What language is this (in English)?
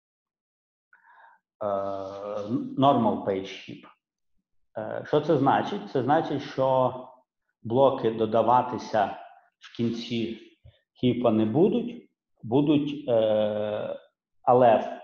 Ukrainian